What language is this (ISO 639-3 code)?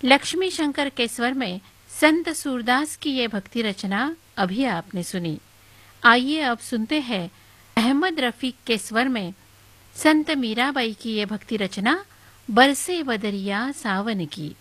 hin